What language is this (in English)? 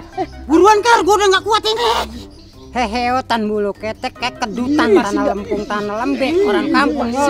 Betawi